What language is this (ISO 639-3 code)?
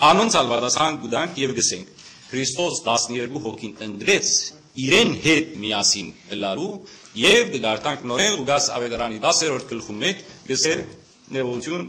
hyw